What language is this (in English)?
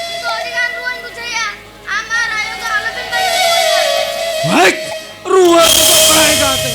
Santali